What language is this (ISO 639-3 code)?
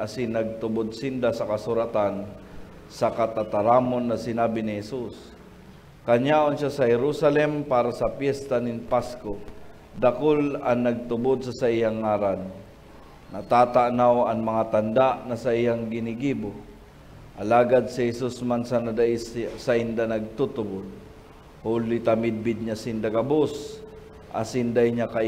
bik